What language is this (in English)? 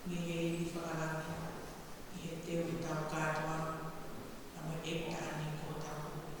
Tongan